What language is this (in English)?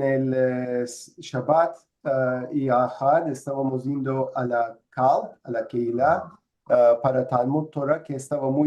Ladino